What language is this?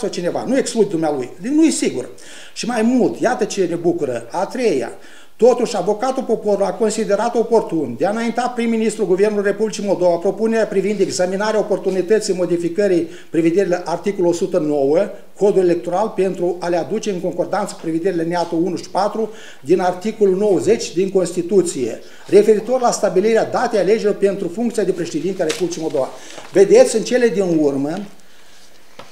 Romanian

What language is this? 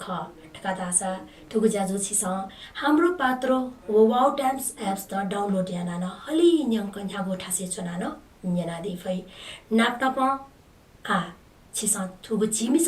Newari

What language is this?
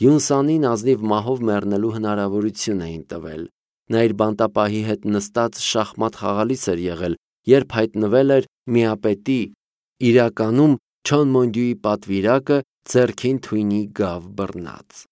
Armenian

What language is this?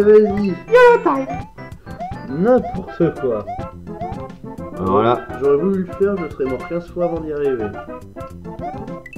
French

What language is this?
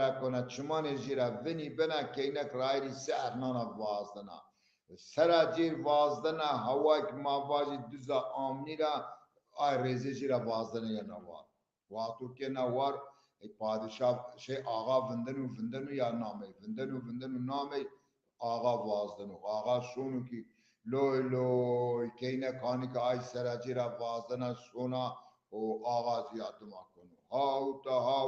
Zaza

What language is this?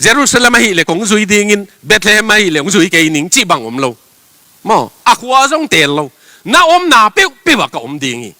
Tedim Chin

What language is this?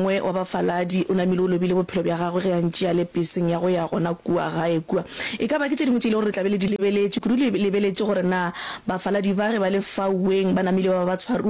Northern Sotho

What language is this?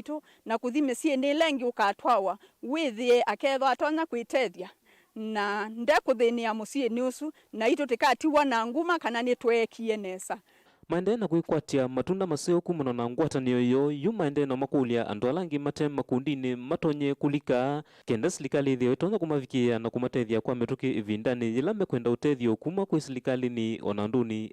Kamba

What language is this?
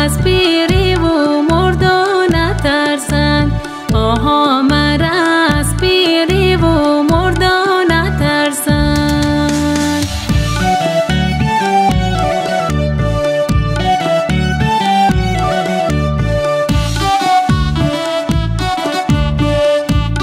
Persian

